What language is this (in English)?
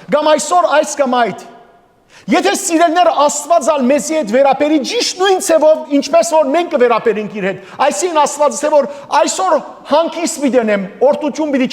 Western Armenian